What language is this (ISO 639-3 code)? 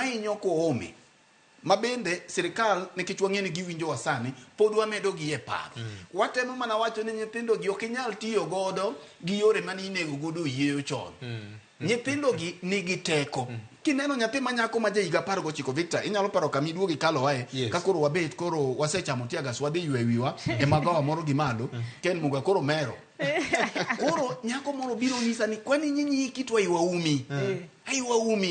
luo